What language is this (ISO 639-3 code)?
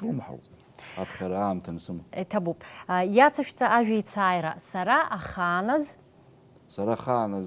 abk